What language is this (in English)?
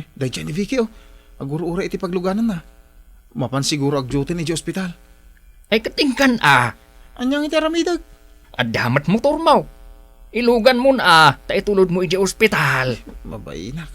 Iloko